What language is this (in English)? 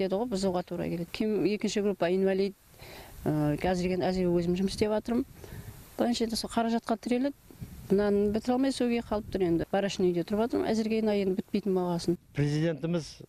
Kazakh